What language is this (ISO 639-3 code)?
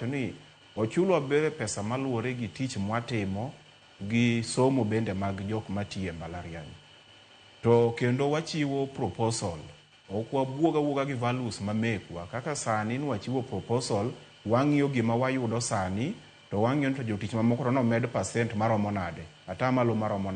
luo